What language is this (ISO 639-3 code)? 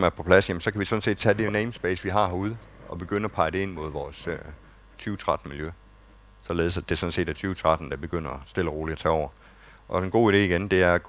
dan